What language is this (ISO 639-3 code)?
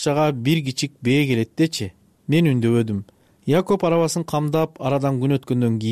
kir